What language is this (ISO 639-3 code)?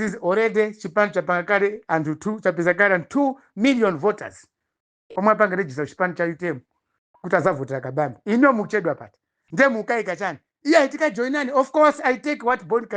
nya